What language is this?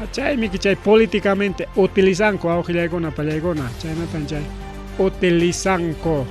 Ayacucho Quechua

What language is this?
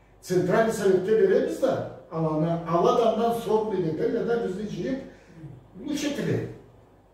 Karachay-Balkar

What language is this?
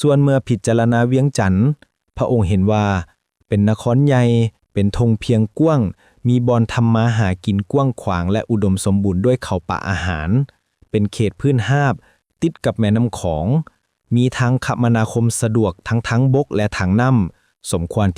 Lao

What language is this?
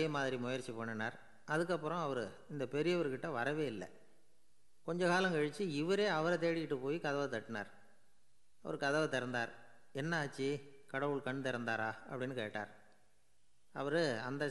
Tamil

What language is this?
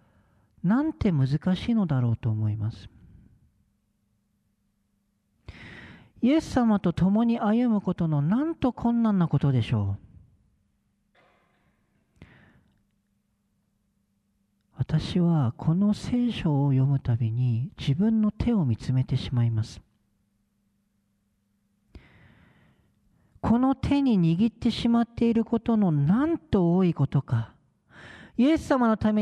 Japanese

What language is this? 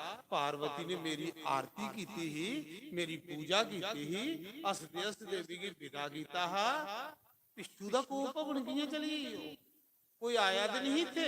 Dogri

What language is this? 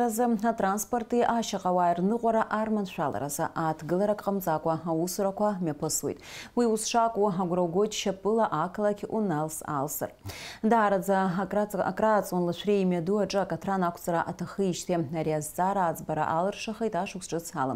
Abkhazian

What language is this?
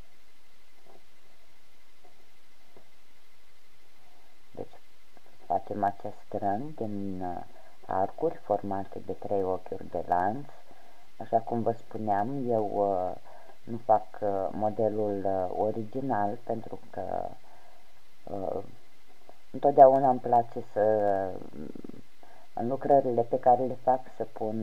Romanian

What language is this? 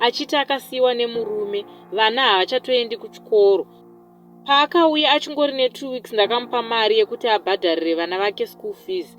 Shona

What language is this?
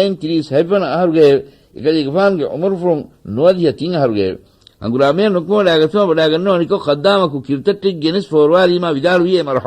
Divehi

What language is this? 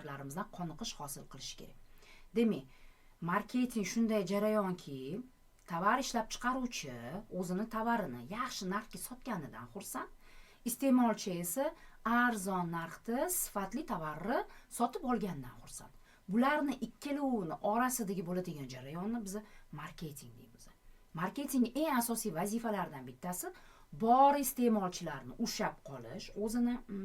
Uzbek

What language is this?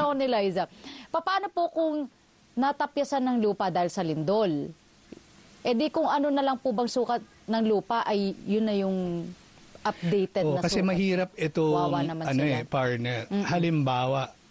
Filipino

